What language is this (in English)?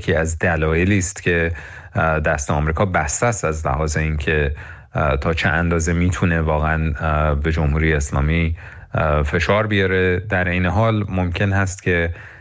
Persian